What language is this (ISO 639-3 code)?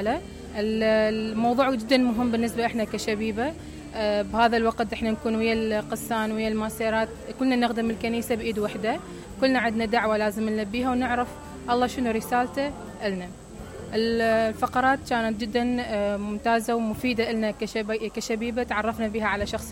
acm